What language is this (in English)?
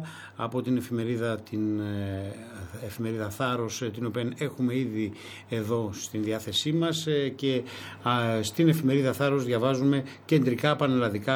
Greek